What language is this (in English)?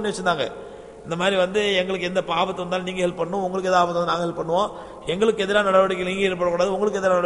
Tamil